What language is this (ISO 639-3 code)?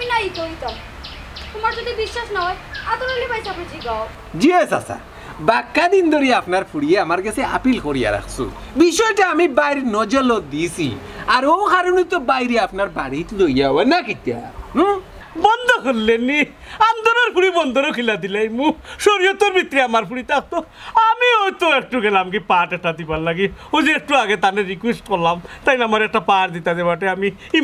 syl